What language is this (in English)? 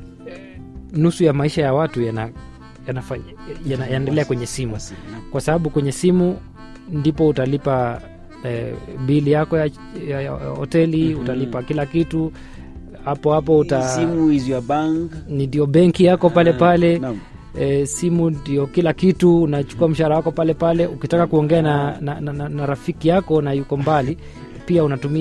Swahili